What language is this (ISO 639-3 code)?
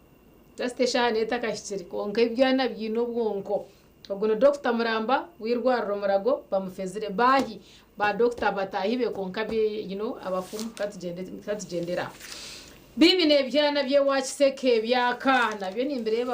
nyn